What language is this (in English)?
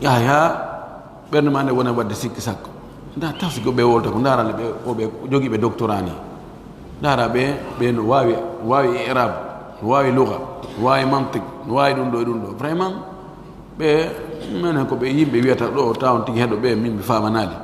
Pular